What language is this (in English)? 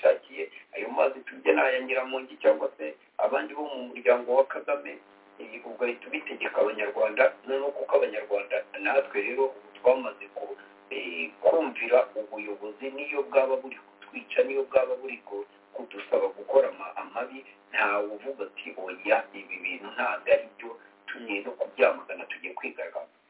Kinyarwanda